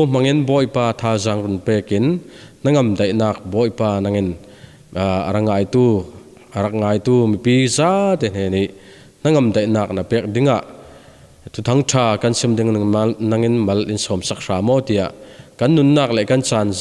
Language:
Falam Chin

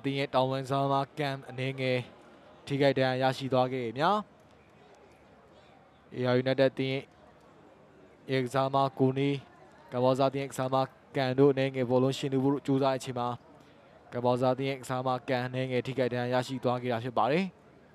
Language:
Burmese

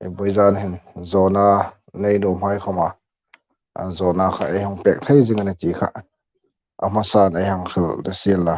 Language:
Hmar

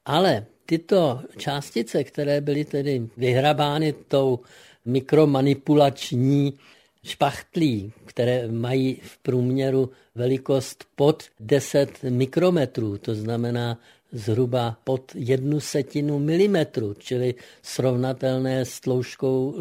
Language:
Czech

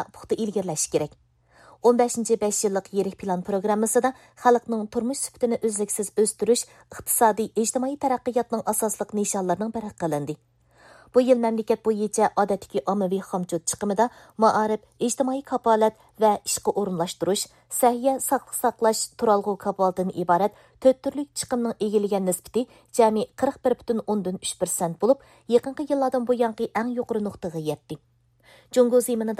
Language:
Uyghur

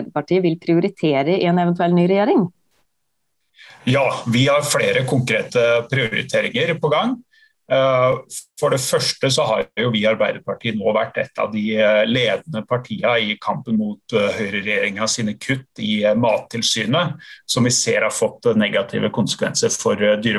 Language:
Norwegian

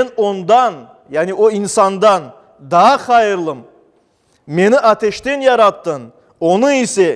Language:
Crimean Tatar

